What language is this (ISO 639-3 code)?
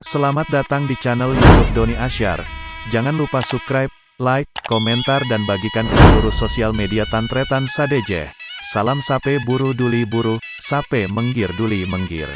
mad